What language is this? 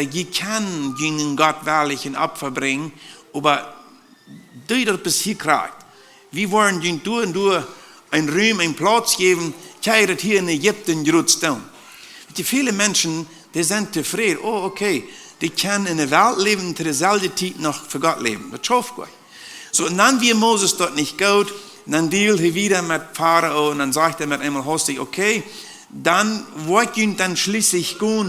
Plautdietsch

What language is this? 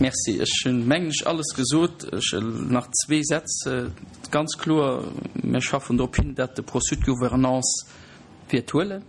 Luxembourgish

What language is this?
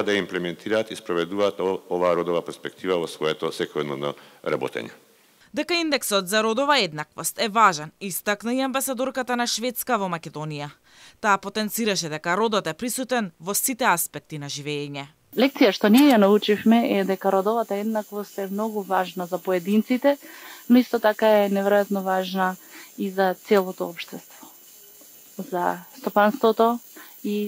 Macedonian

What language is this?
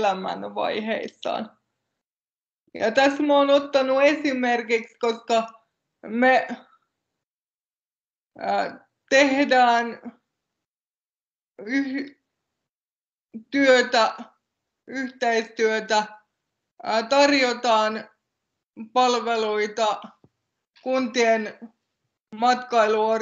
Finnish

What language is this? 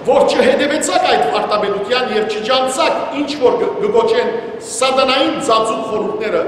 Western Armenian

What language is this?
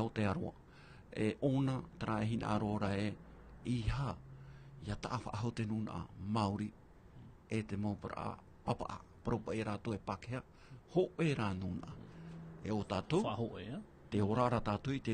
Tahitian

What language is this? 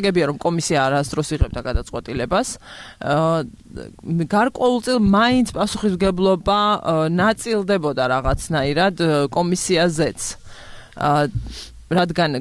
Georgian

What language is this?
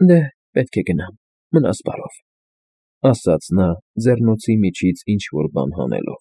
Armenian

